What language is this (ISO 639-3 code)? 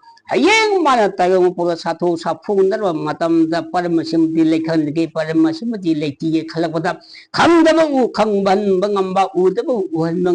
mni